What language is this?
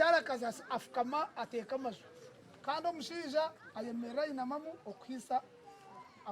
Nyankole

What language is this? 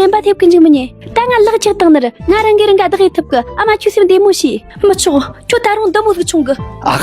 Tibetan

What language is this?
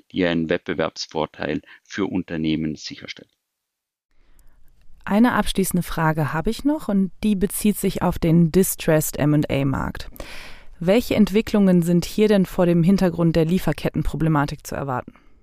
German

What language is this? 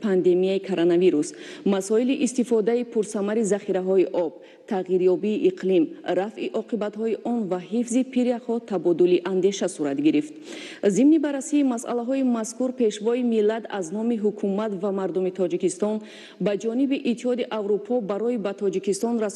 Tajik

